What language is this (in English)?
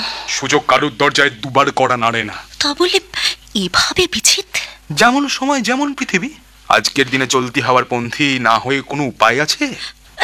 Bangla